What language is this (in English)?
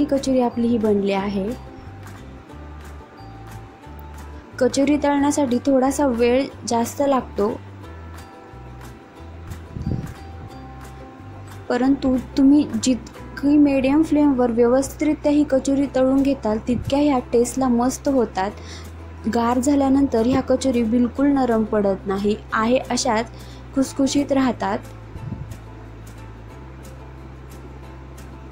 Marathi